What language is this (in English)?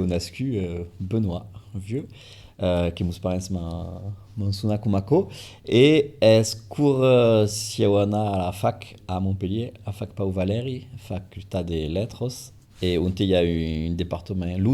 Occitan